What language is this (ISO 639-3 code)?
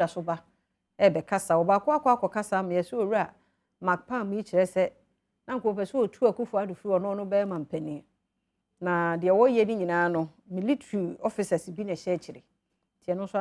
aka